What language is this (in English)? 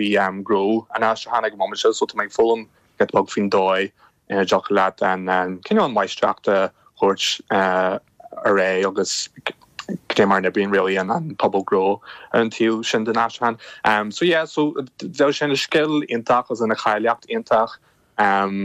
Irish